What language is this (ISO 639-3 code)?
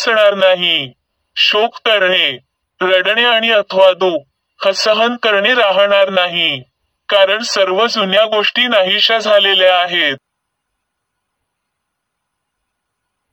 mar